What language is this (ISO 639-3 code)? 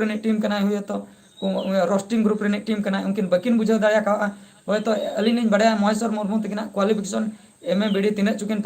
sat